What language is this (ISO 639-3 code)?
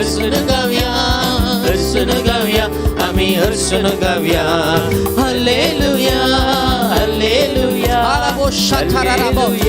kok